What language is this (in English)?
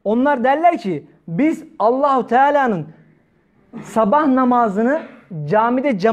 Turkish